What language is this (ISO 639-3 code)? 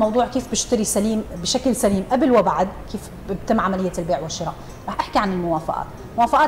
apc